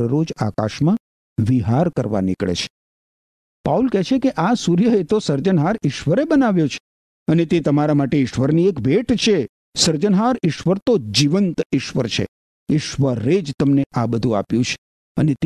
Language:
Gujarati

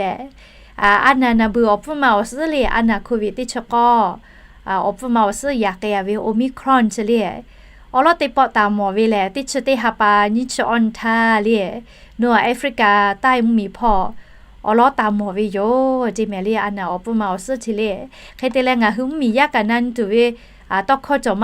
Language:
Lahu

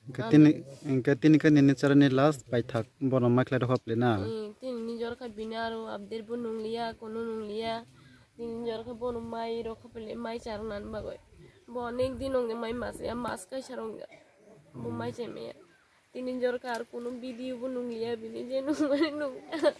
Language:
Kok Borok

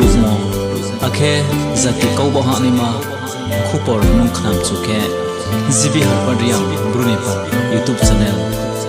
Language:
Riang (India)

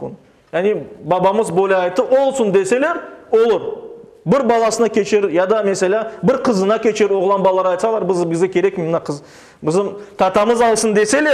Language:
Crimean Tatar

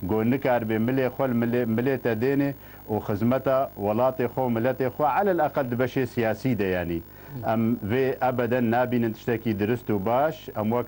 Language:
Kurdish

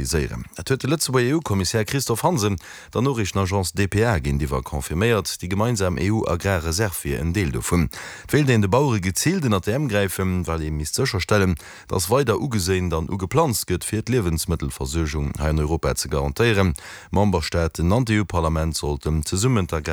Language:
Luxembourgish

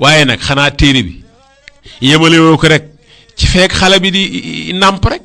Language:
Wolof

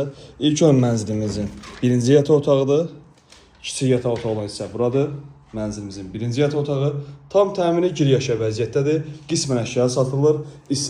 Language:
Azerbaijani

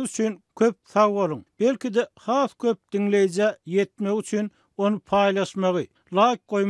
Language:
Turkmen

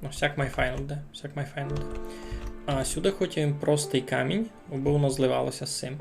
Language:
Rusyn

